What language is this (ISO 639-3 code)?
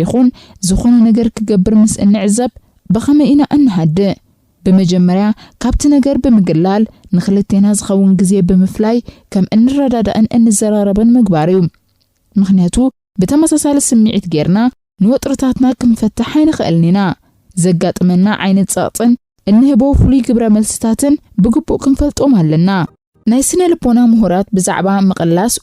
tir